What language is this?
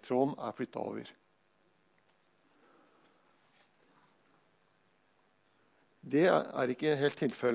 Norwegian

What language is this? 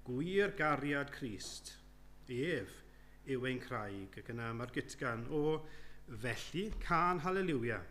Welsh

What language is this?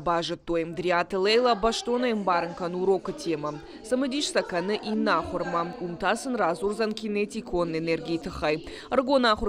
Ossetic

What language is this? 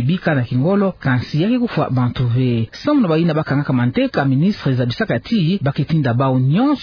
Kituba (Democratic Republic of Congo)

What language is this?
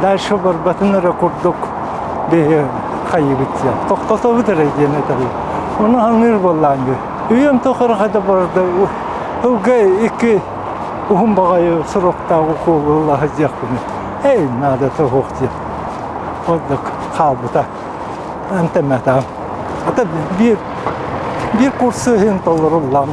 Yakut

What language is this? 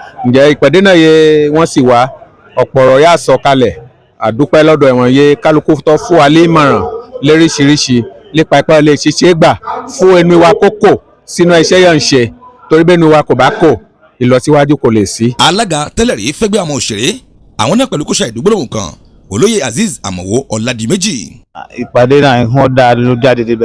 Yoruba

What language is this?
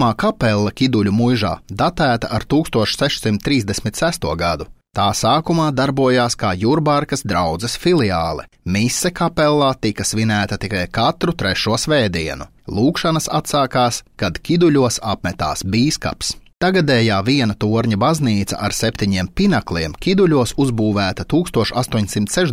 Latvian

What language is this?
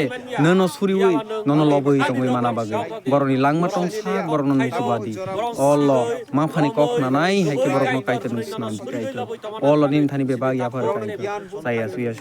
Kok Borok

